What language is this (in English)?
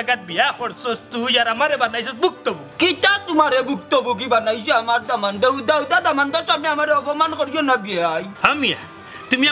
Sylheti